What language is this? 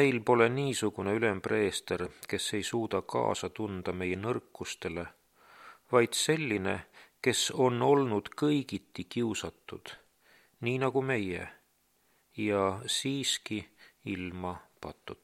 Estonian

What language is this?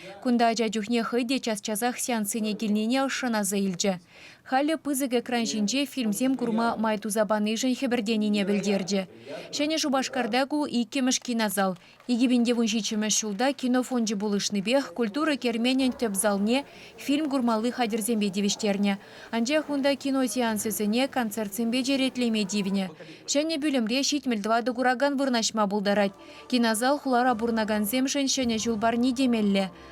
Chuvash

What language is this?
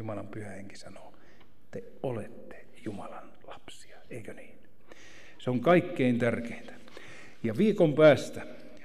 Finnish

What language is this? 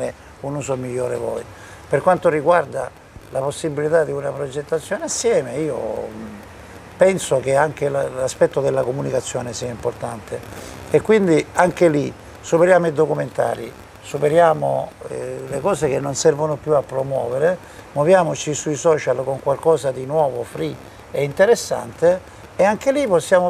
Italian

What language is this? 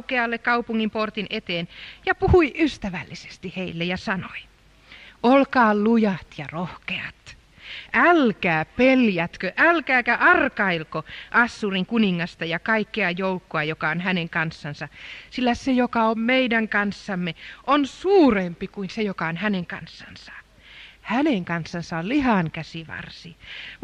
Finnish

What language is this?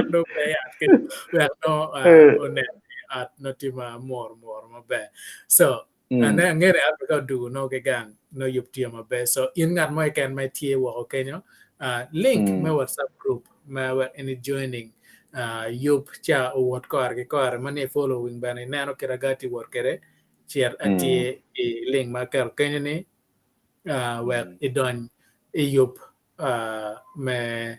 Acoli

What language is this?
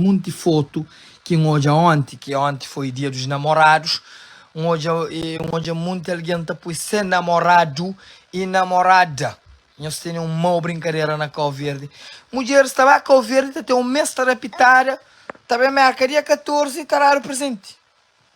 Kabuverdianu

